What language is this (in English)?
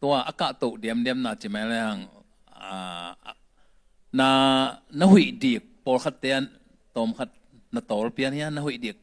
Tedim Chin